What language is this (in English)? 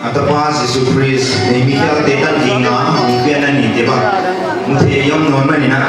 Paite Chin